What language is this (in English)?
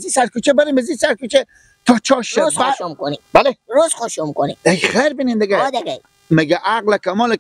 Persian